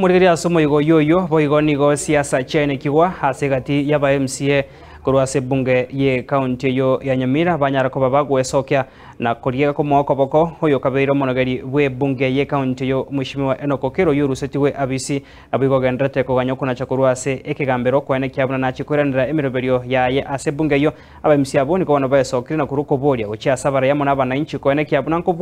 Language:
Gusii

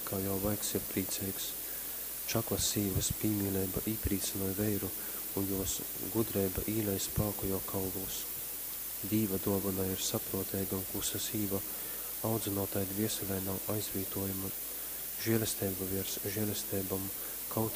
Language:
Latgalian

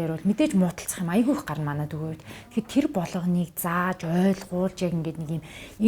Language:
Mongolian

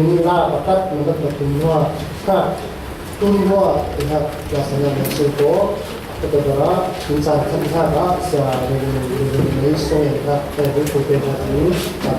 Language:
Falam Chin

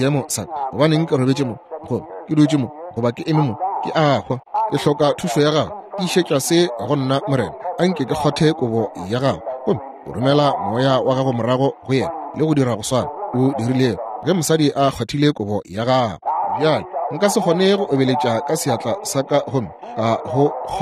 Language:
Northern Sotho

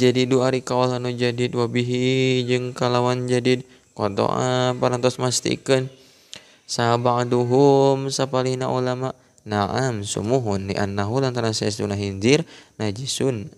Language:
Sundanese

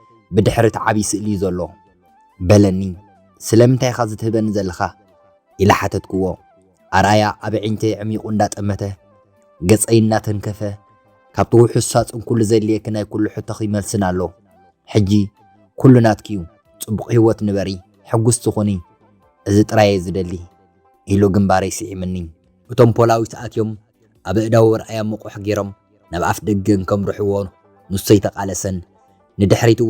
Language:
Tigrinya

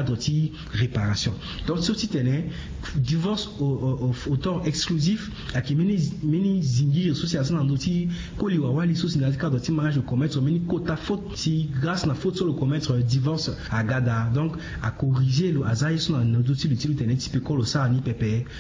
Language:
Sango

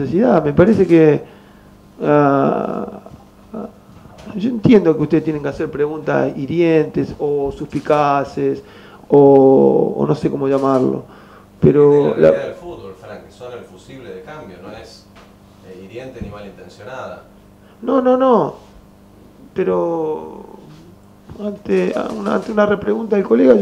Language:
Spanish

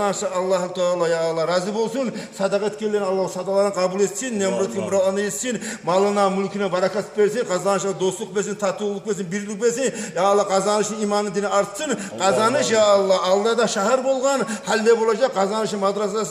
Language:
Kumyk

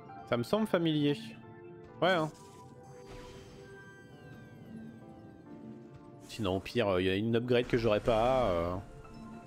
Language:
French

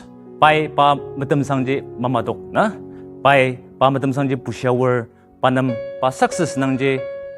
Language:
Ao Naga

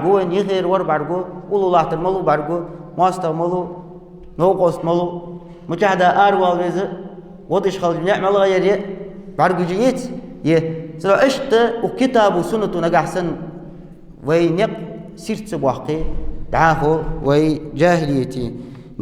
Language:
Ingush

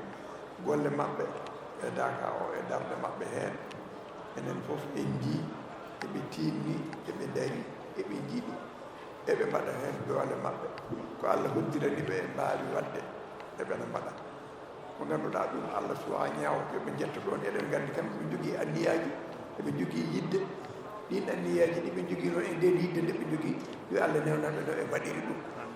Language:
Fula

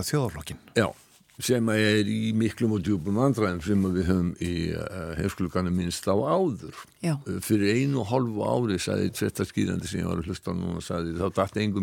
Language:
Icelandic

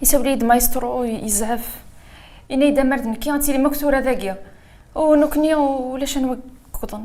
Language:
Kabyle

